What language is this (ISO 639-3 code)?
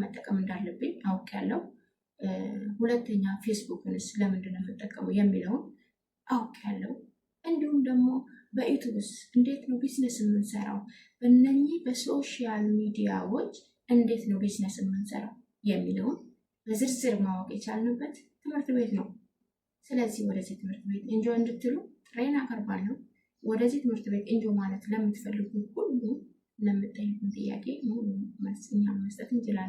amh